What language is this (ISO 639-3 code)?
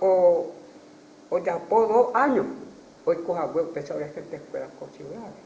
grn